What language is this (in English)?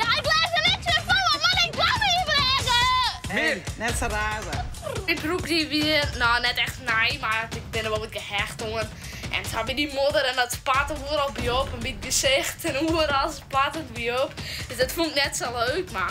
Western Frisian